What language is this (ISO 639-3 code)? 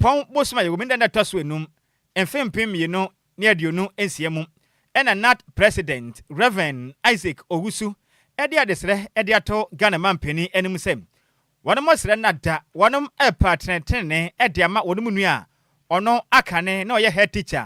aka